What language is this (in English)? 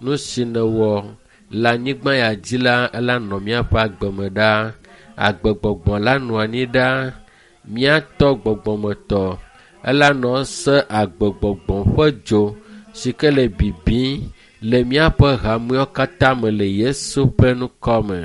Ewe